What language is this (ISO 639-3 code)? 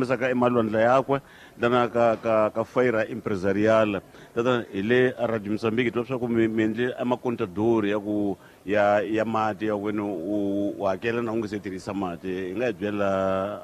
tso